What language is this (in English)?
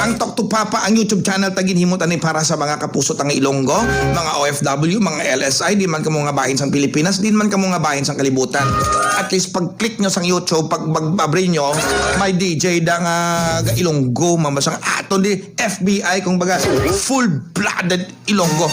Hiligaynon